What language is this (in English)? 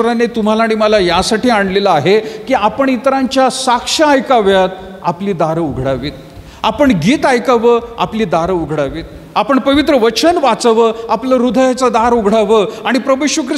Marathi